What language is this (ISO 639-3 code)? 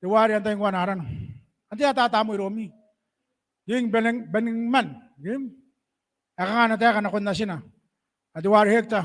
gil